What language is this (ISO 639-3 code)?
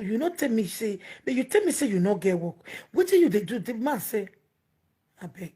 pcm